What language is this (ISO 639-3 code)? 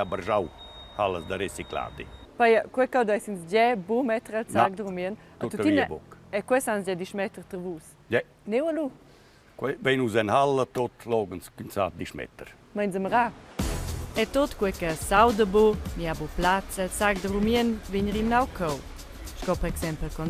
roh